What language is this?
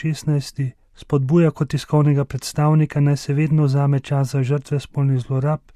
Slovenian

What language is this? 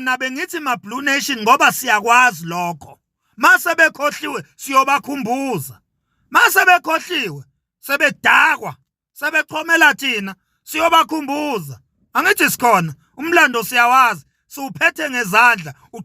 Zulu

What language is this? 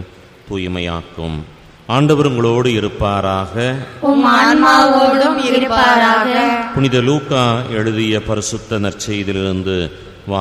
Tamil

